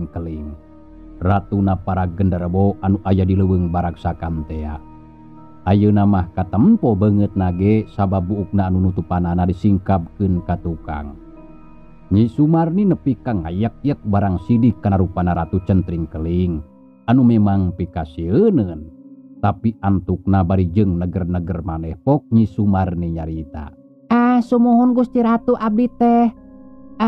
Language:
Sundanese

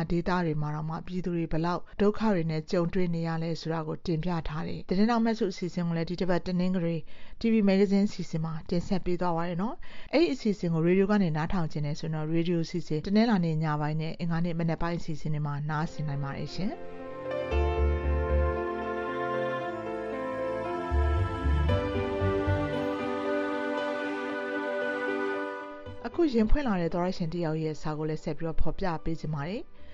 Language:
Burmese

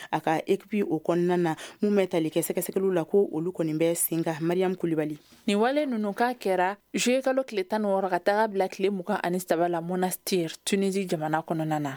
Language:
Bambara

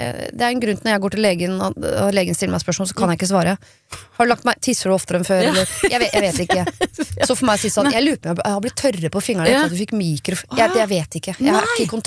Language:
Norwegian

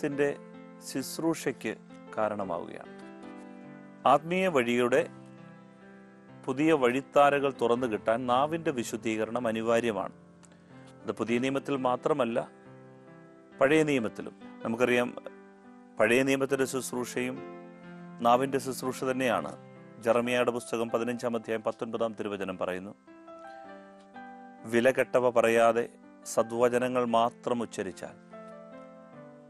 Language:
Malayalam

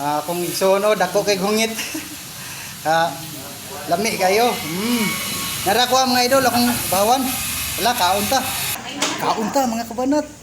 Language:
Cebuano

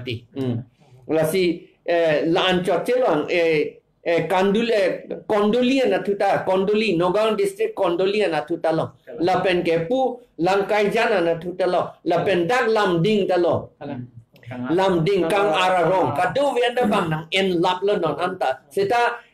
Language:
Karbi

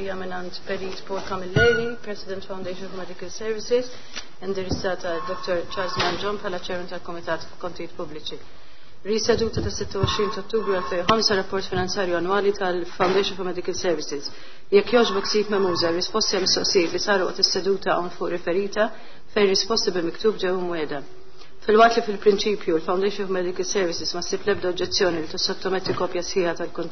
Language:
Maltese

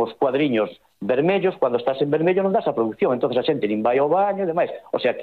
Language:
Galician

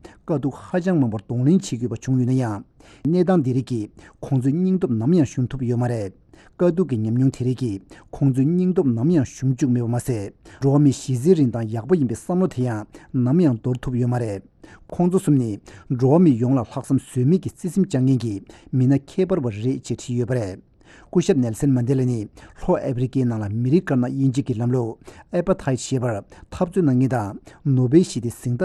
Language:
Tibetan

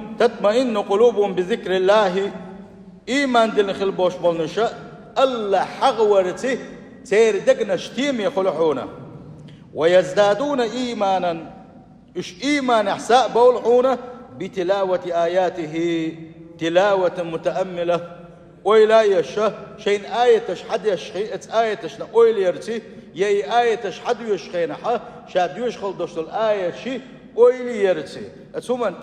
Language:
Chechen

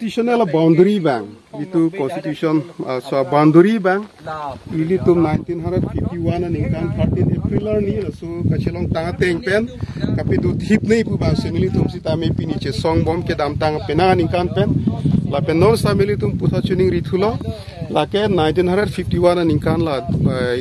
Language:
Karbi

